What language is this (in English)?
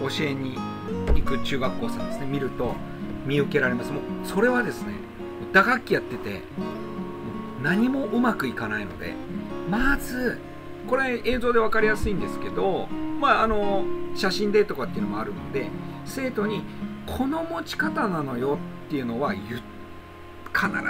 Japanese